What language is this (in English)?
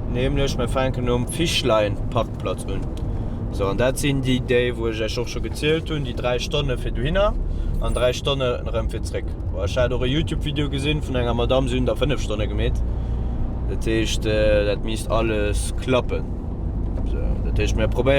Luxembourgish